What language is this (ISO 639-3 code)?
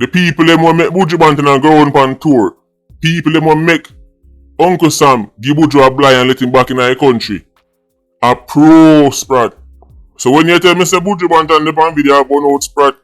jam